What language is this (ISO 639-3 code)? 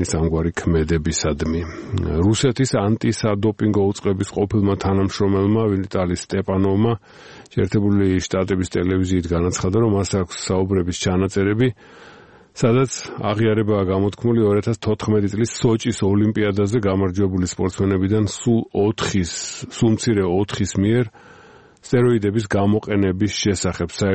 kat